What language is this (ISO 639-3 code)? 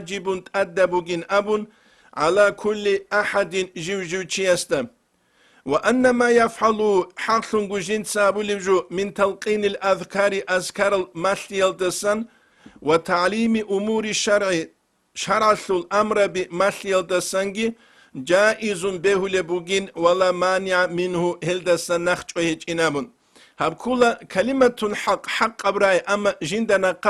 ava